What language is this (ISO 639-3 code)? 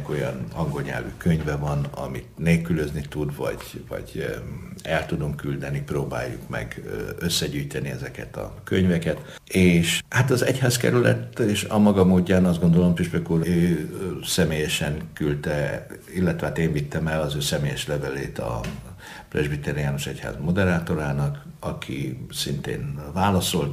hun